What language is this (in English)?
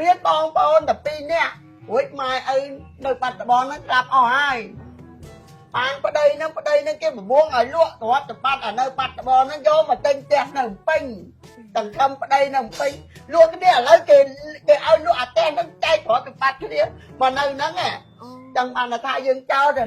Khmer